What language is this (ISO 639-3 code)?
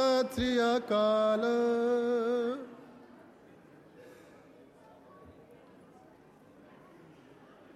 pan